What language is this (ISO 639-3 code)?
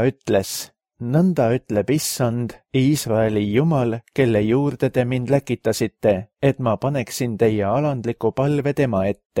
est